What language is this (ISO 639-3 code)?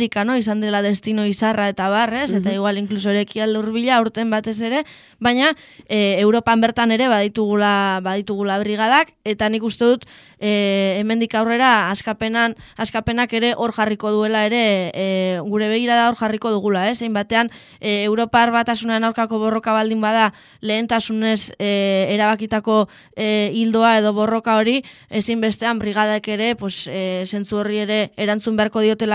eus